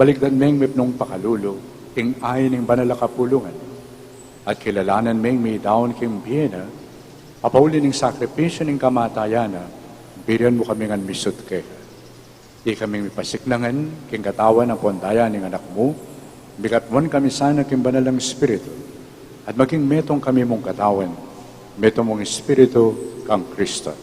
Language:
Pampanga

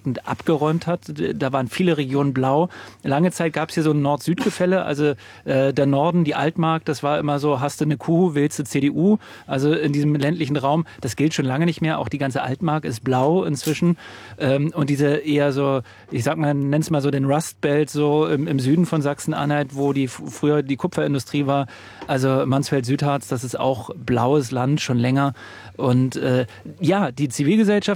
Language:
German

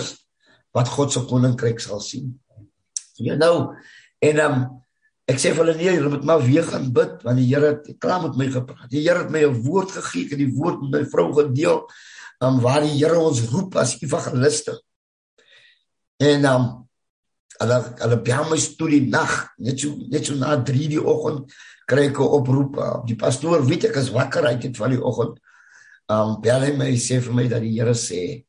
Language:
Afrikaans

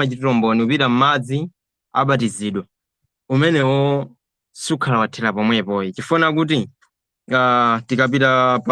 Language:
Nyanja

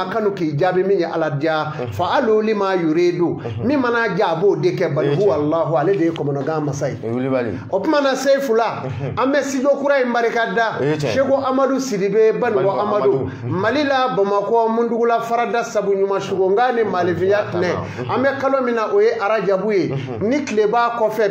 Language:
Bambara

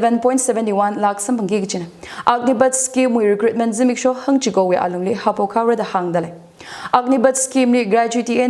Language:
Tangkhul Naga (India)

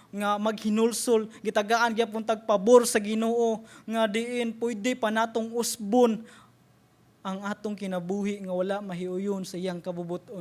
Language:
Cebuano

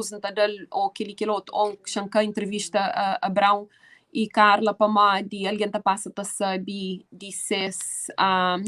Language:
Kabuverdianu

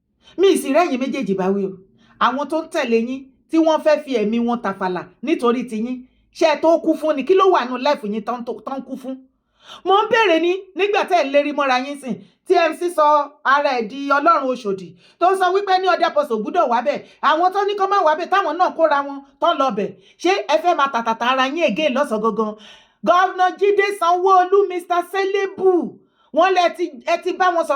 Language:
Yoruba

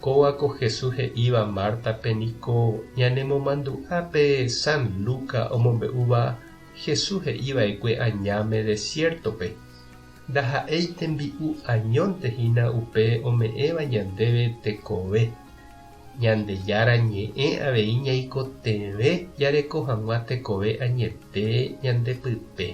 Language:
Guarani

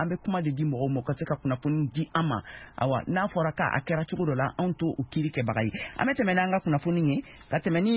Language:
Bambara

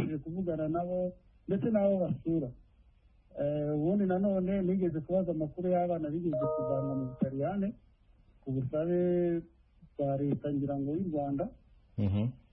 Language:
Kinyarwanda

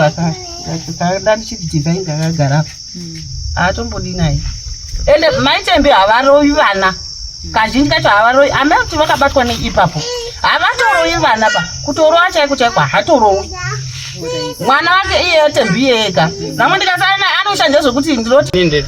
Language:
Shona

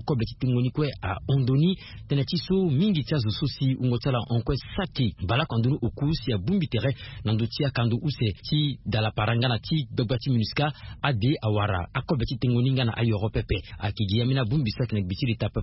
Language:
Sango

